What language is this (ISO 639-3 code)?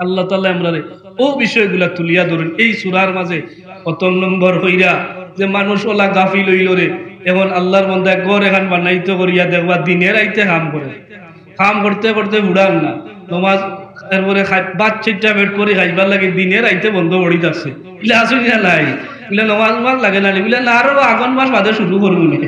syl